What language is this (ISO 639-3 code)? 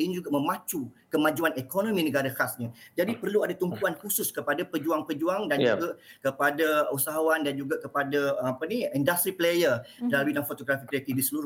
msa